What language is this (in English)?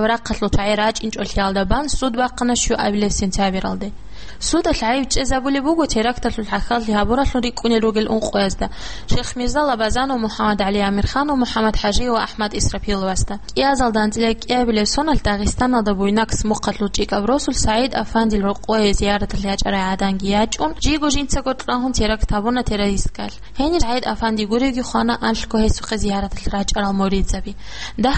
Avaric